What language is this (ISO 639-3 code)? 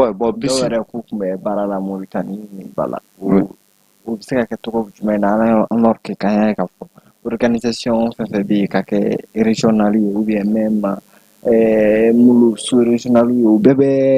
bam